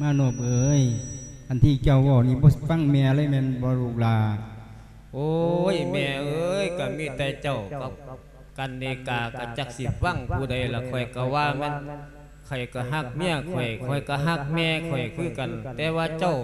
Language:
Lao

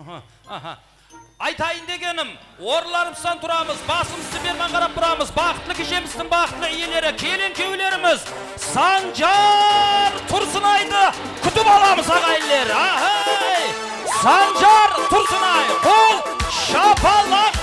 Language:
Kara-Kalpak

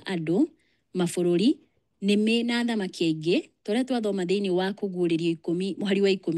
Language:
Kikuyu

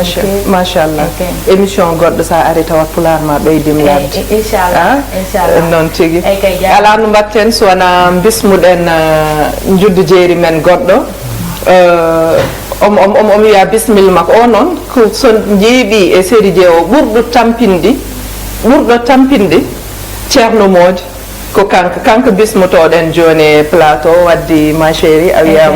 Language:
Fula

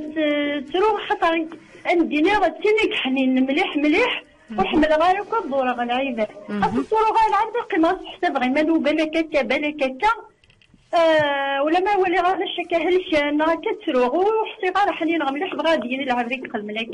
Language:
Kabyle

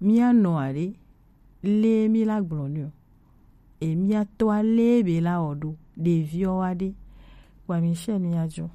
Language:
Gen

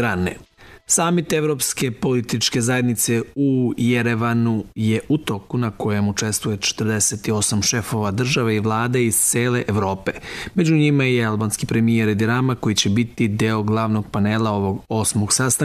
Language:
Serbian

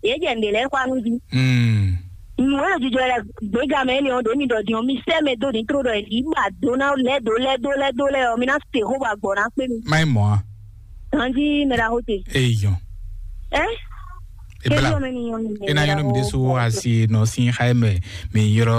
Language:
Fon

